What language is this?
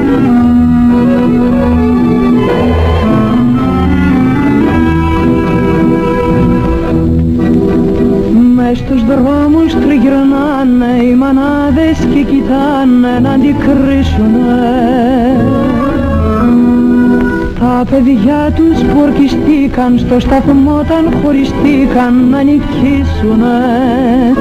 Greek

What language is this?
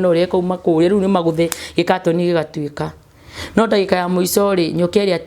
Kikuyu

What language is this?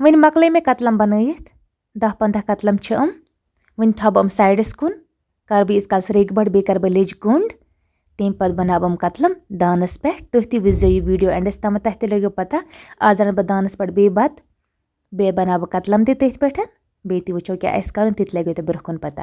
Kashmiri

